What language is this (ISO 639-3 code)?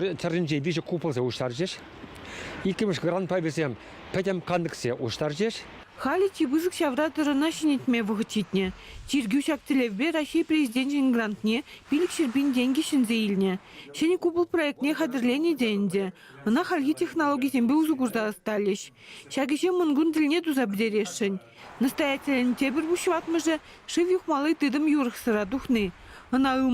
chv